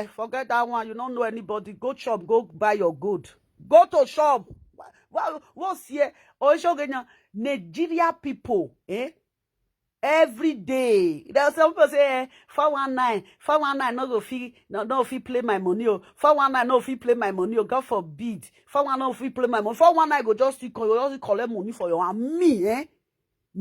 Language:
Nigerian Pidgin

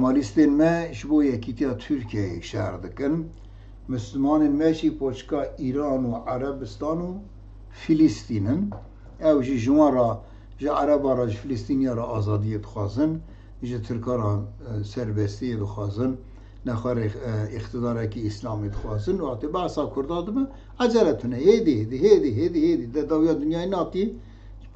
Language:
Kurdish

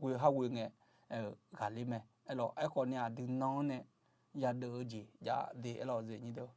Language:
Akha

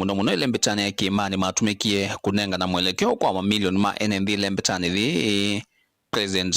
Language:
Kamba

